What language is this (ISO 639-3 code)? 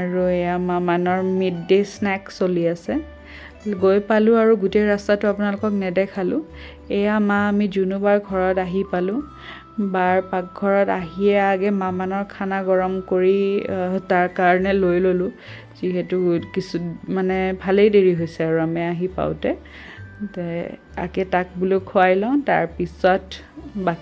asm